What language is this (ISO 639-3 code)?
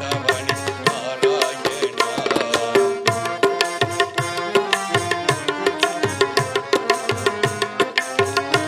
tam